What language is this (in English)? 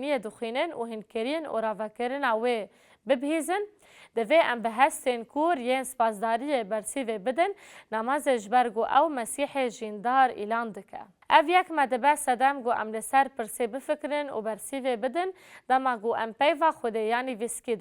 Kurdish